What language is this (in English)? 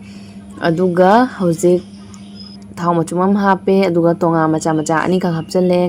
Manipuri